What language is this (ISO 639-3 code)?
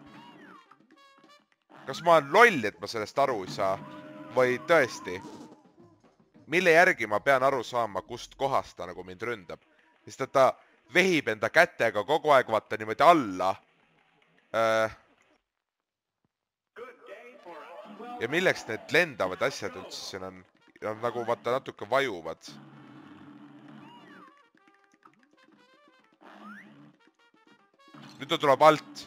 est